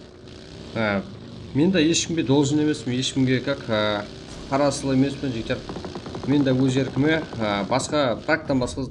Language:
Kara-Kalpak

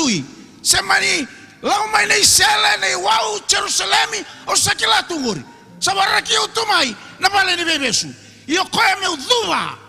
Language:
Fijian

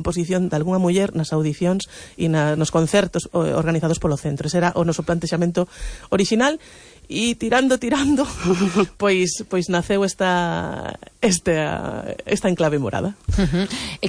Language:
Galician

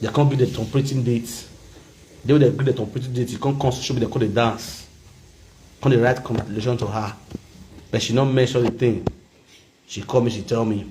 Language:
Nigerian Pidgin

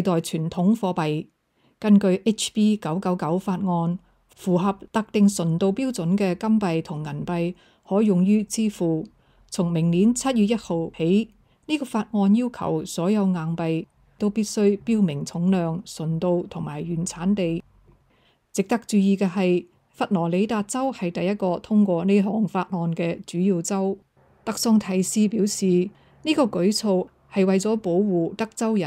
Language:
Cantonese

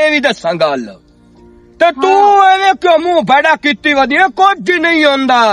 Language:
Western Panjabi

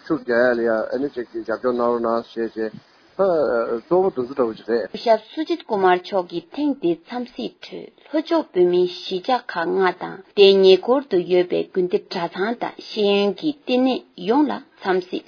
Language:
Tibetan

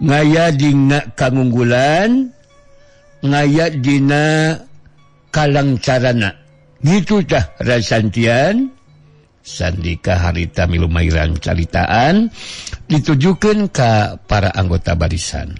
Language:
Sundanese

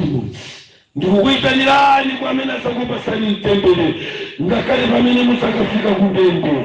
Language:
Nyanja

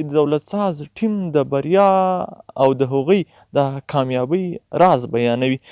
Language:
Pashto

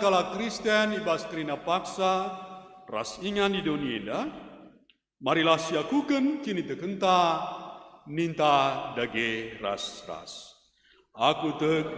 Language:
Batak Karo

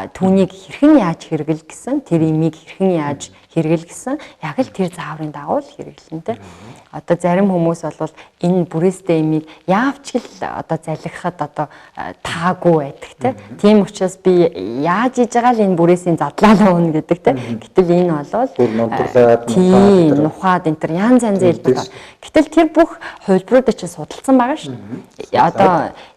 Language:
Mongolian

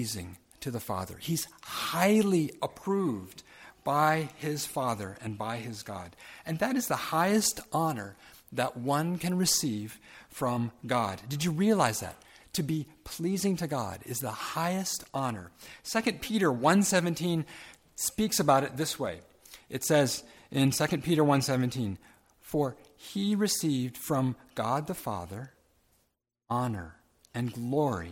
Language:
English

